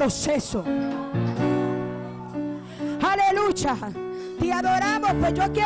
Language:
Spanish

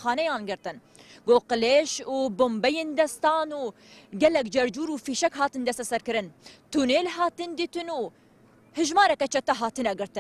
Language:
Kurdish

